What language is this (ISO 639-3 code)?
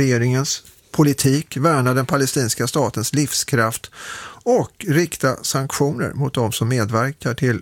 swe